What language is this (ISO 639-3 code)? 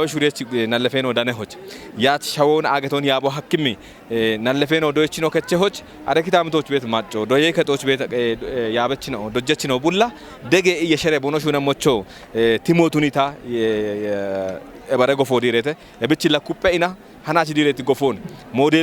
kbr